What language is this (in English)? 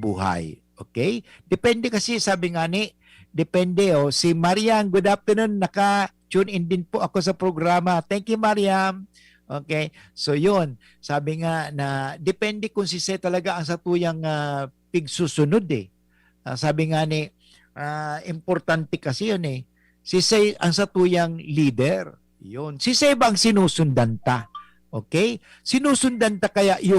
Bikol